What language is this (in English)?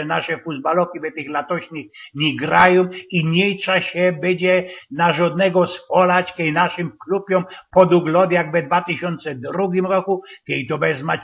Silesian